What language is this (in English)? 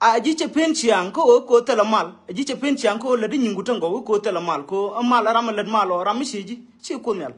Nuer